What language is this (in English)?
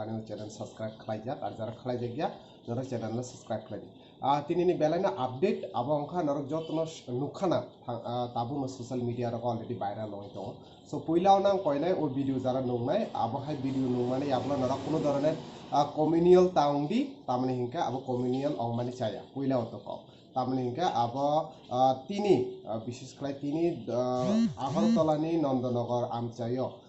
Kok Borok